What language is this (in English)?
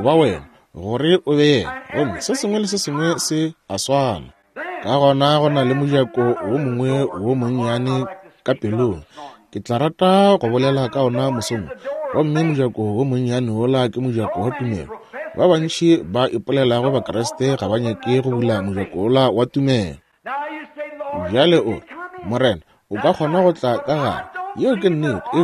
Northern Sotho